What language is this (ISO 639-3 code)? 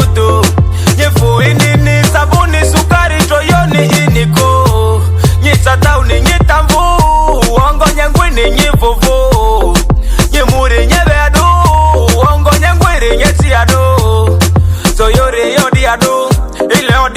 mhi